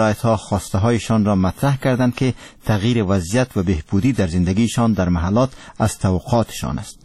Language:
Persian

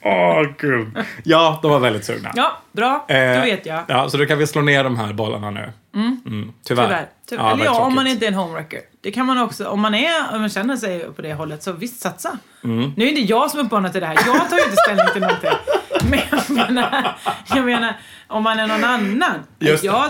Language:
Swedish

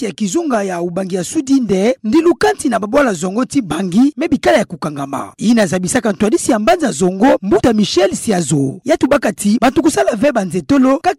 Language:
Kituba (Democratic Republic of Congo)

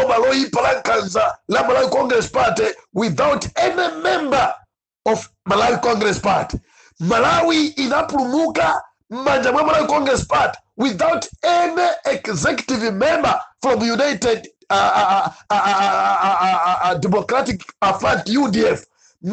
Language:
Nyanja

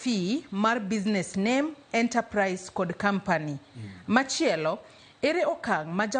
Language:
Luo (Kenya and Tanzania)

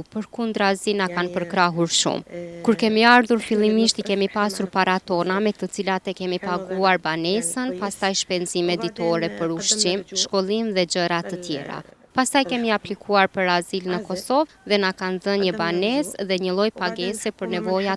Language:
Albanian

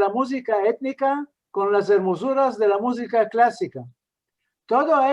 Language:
Ladino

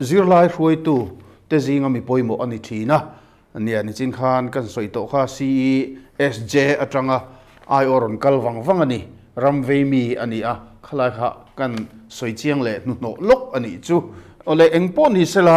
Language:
Mizo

